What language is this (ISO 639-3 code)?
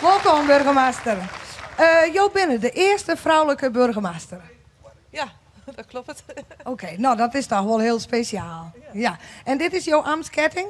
fry